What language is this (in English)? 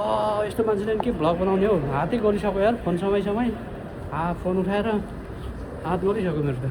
Nepali